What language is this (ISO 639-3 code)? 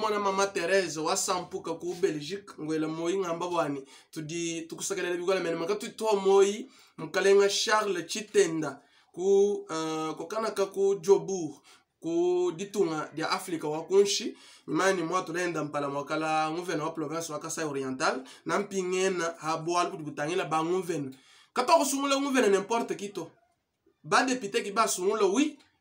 lua